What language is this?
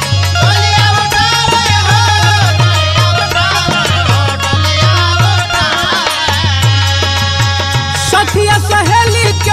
Bhojpuri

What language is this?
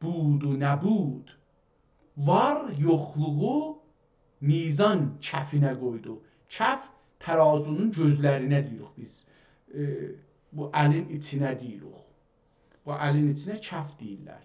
South Azerbaijani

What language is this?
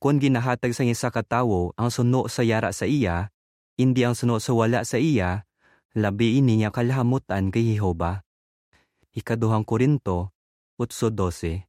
Hiligaynon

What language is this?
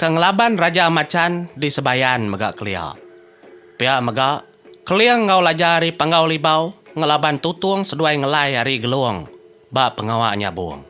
Iban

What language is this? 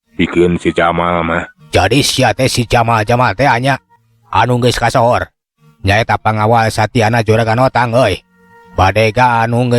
Sundanese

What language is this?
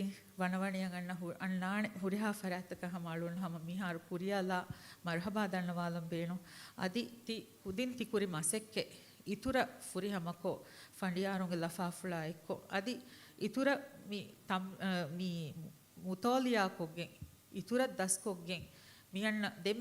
Divehi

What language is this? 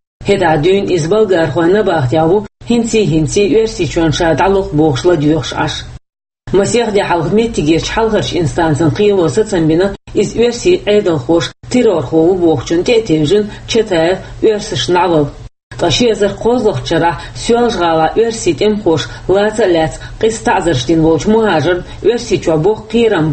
Chechen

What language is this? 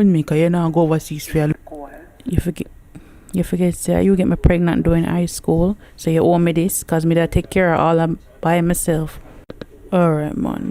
Jamaican Creole English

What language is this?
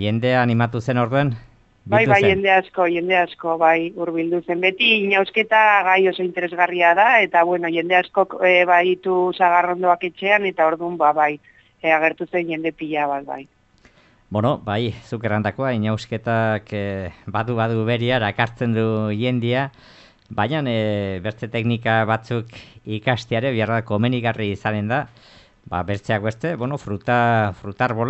Basque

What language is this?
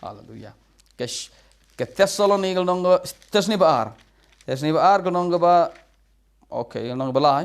Khasi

